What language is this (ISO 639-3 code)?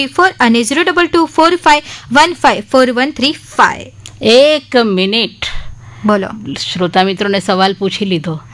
guj